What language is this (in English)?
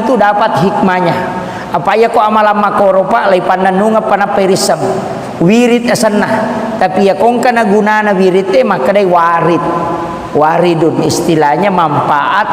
Buginese